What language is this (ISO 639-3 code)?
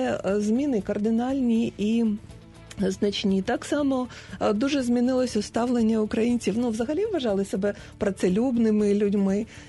ukr